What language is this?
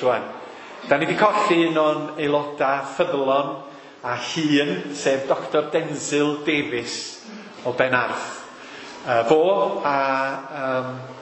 Welsh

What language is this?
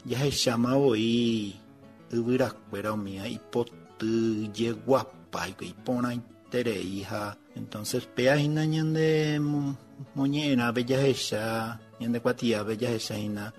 Guarani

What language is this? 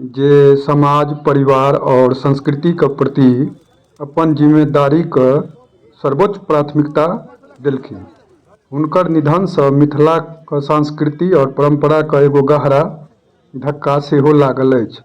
Maithili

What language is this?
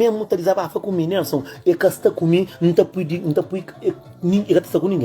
Kabuverdianu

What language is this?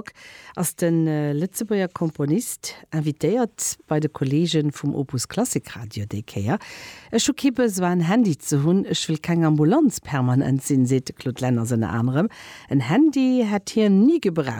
Luxembourgish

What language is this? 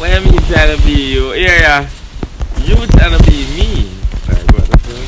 Jamaican Creole English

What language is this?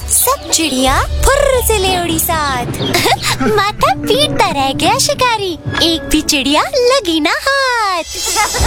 Hindi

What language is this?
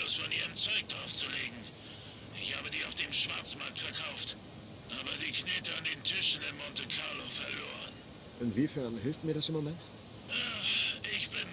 German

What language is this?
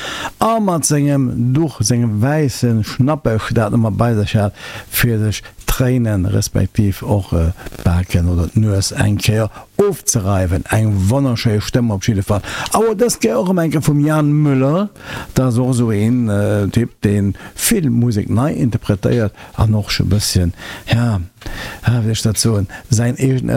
Luxembourgish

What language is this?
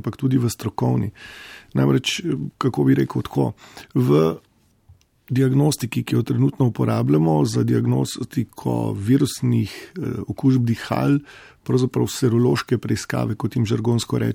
Slovenian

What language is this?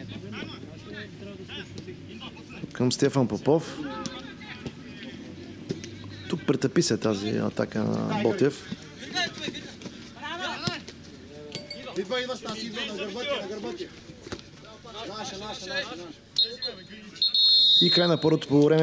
Bulgarian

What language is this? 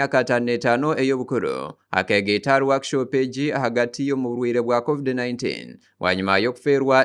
Nyankole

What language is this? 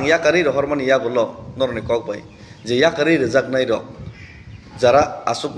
Kok Borok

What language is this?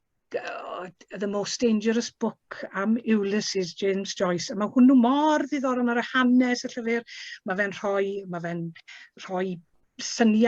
Welsh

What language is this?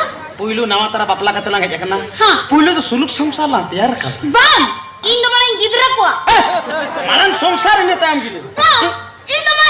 Santali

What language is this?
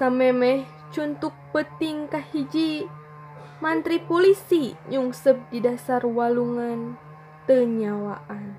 Sundanese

